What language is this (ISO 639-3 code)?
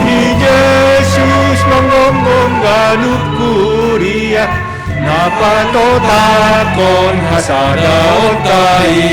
bts